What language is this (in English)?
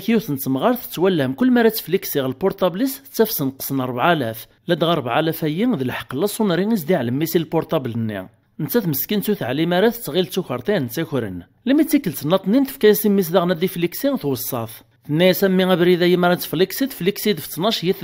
Kabyle